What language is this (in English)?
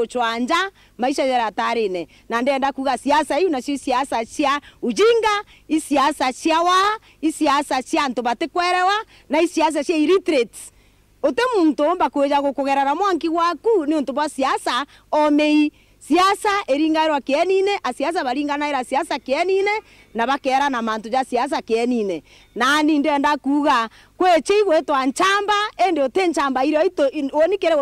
Meru